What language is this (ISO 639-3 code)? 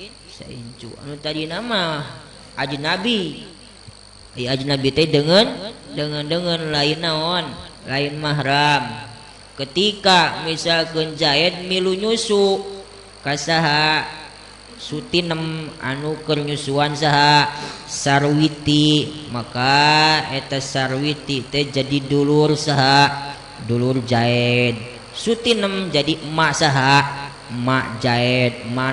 sun